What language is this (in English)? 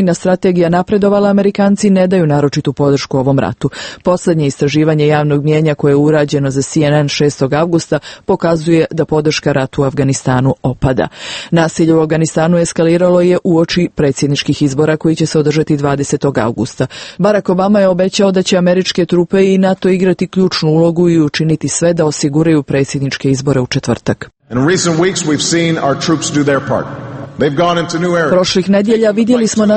Serbian